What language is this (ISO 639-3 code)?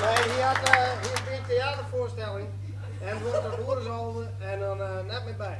fry